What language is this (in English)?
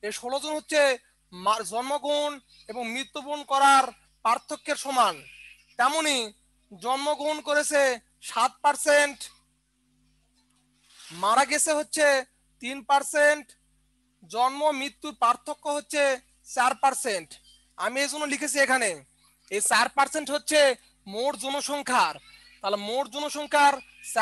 Bangla